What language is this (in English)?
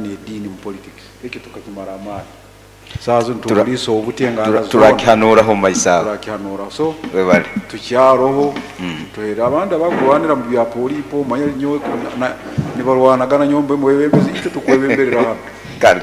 Nyoro